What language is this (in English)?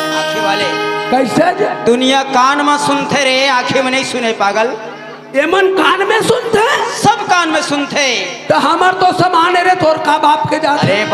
Chhattisgarhi